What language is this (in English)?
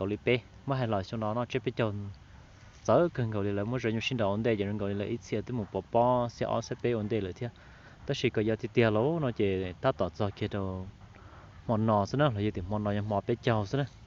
Hmong